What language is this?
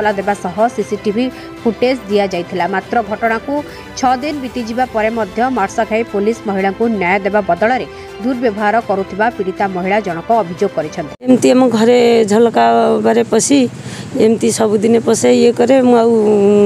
Odia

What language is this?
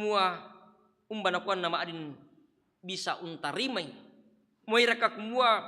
Toraja-Sa'dan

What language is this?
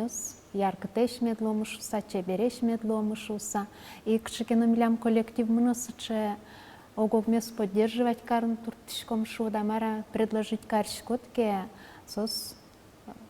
Udmurt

